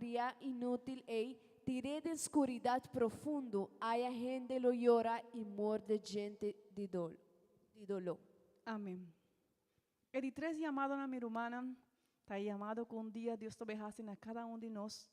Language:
Papiamento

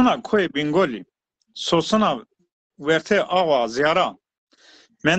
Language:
Zaza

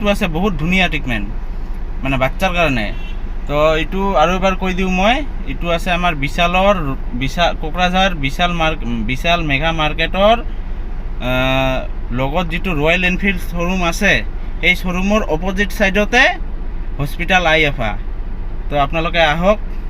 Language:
Assamese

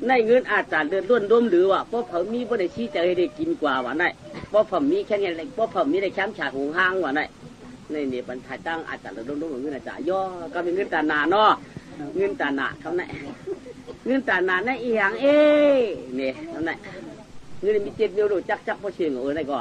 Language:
Shan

